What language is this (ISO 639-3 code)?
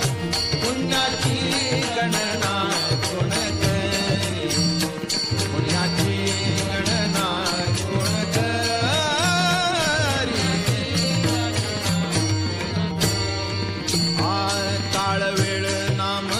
mar